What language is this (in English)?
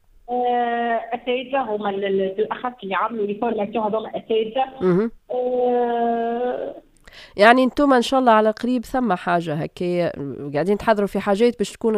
Tunisian Arabic